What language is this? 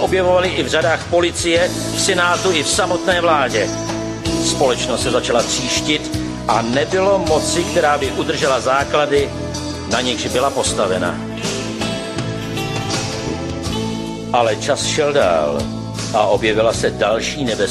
Czech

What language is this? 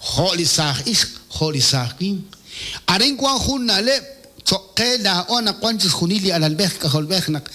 Kekchí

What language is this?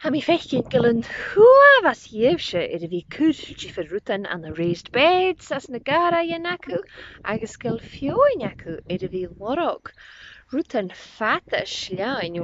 Scottish Gaelic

